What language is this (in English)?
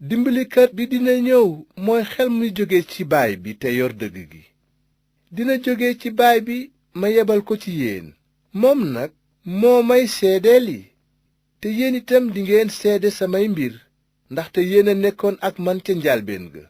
Wolof